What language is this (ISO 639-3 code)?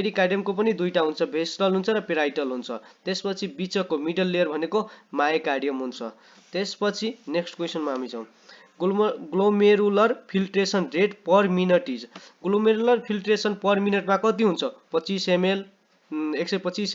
nep